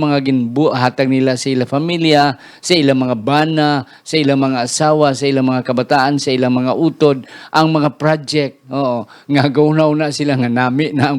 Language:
Hiligaynon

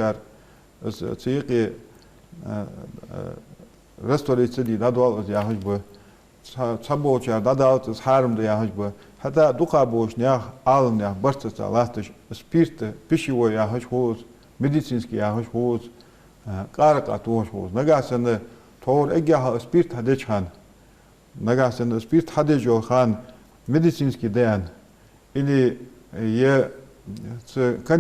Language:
Ingush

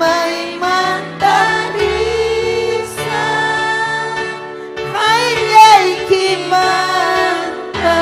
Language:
Ayacucho Quechua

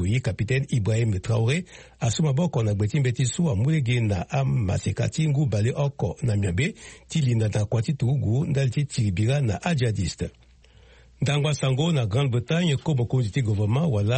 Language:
Sango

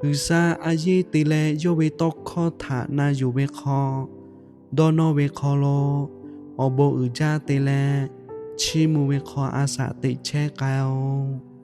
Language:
Lahu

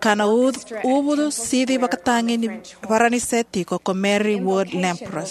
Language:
Fijian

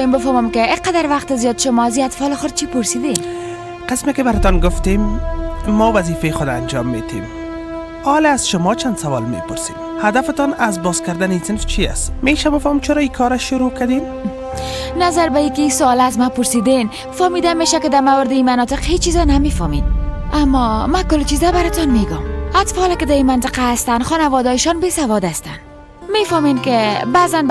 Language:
Persian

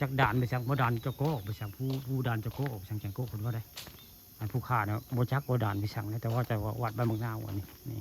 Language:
Northeastern Thai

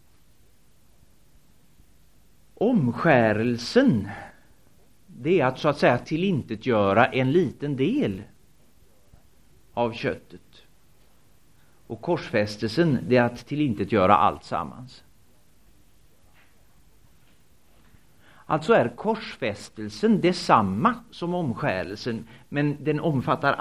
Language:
Swedish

